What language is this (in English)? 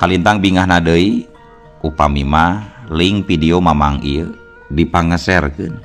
Sundanese